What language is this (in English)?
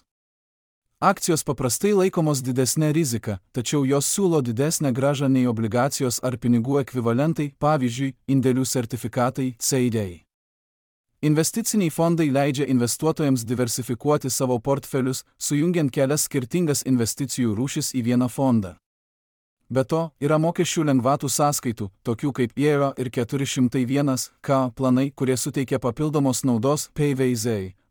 Lithuanian